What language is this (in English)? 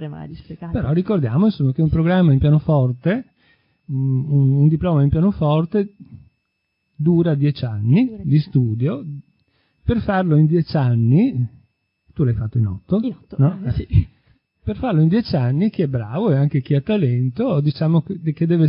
Italian